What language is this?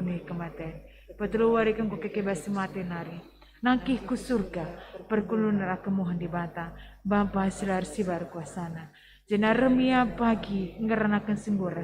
Batak Karo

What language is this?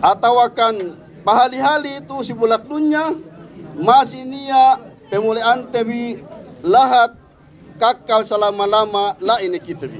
Yakan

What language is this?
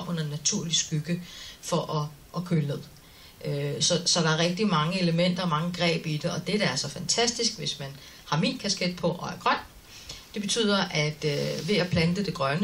Danish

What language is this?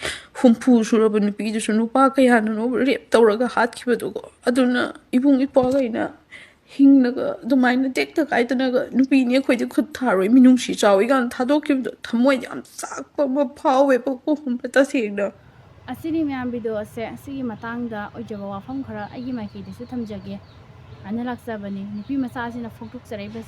Manipuri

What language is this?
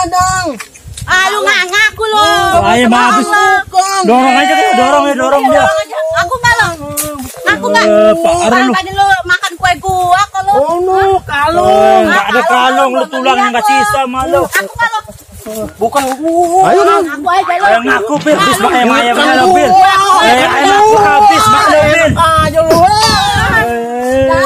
Betawi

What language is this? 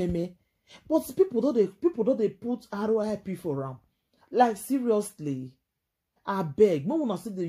Nigerian Pidgin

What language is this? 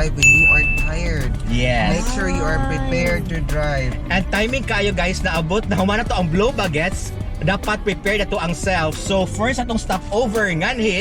Cebuano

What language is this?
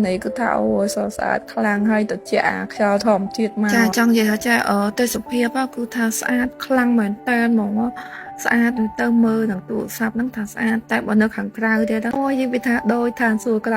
Khmer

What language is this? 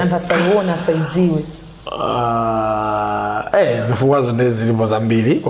Nyanja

